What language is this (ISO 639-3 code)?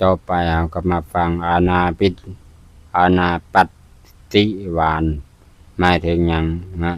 lao